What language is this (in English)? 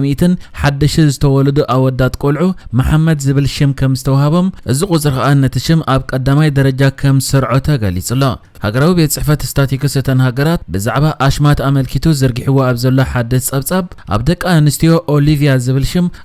Tigrinya